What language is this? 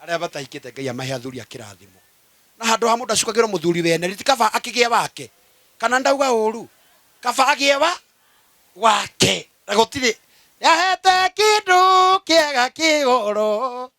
Kikuyu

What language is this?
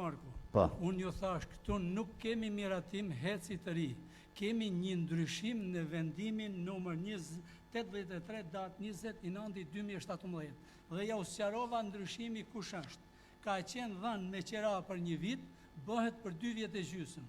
Albanian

